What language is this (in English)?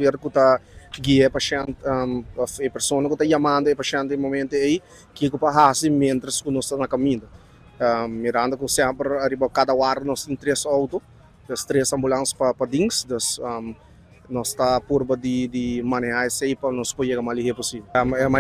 Papiamento